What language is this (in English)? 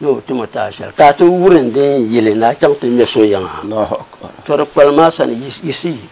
Dagbani